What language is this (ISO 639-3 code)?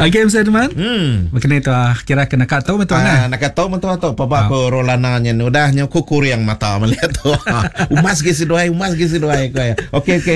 iba